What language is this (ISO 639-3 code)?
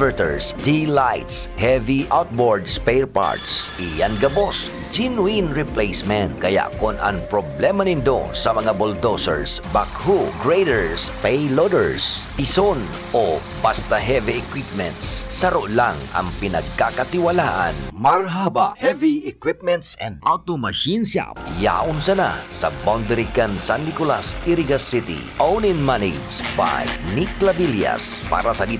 bik